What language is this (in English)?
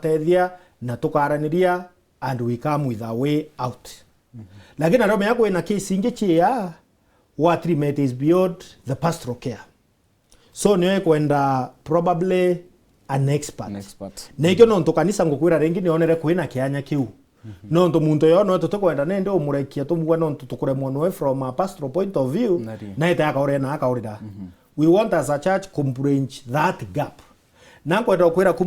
Meru